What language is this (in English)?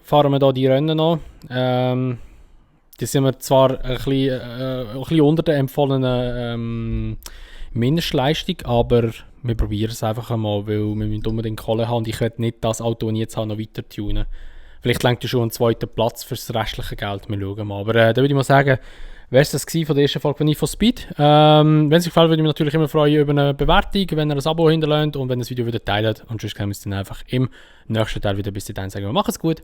Swiss German